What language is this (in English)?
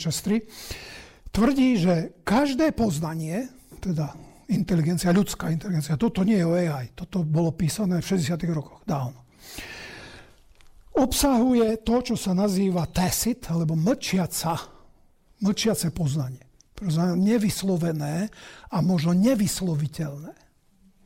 Slovak